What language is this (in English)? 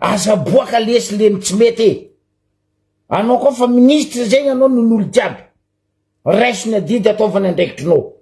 Malagasy